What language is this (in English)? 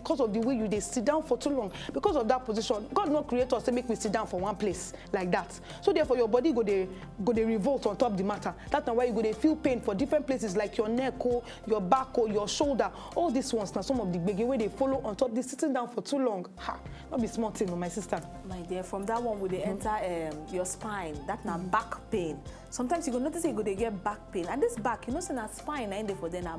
Nigerian Pidgin